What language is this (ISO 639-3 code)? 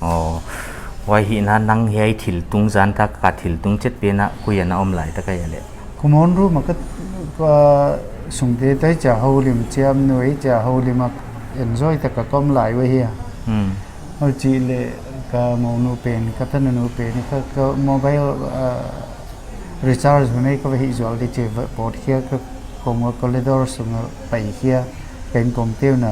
pck